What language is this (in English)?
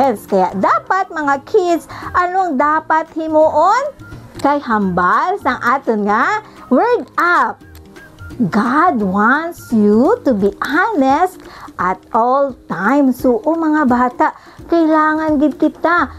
Hiligaynon